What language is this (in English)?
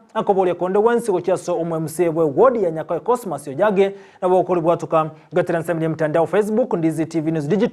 Gusii